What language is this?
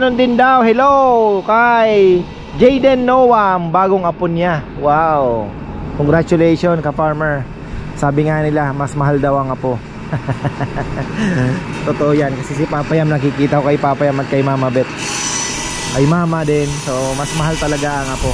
Filipino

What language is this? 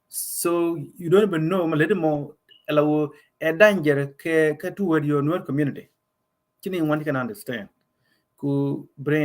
Nuer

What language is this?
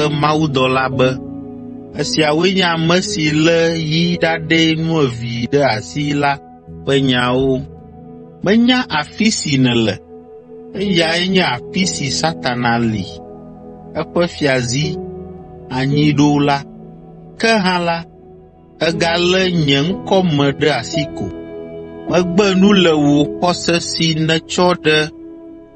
Ewe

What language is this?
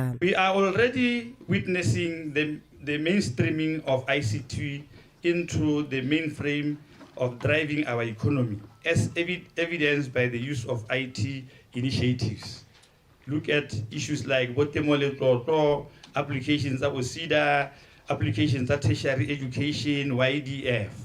Tswana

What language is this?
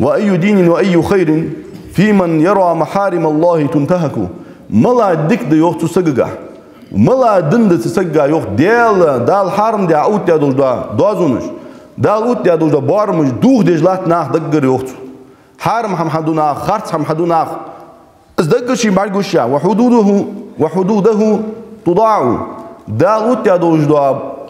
Ingush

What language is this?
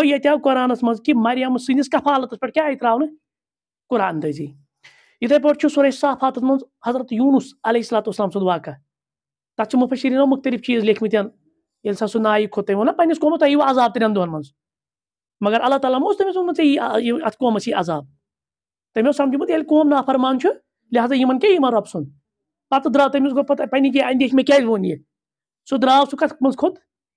Kashmiri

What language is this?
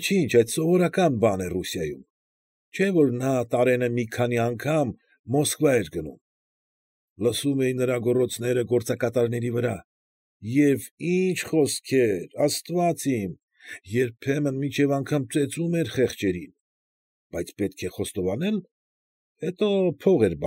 Armenian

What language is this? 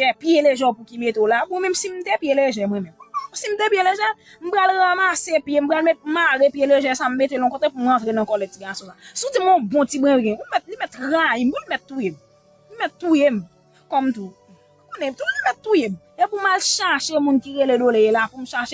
Haitian Creole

